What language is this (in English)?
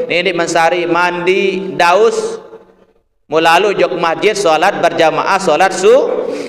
Sasak